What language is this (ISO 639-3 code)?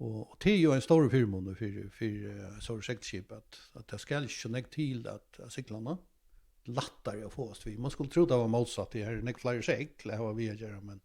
fao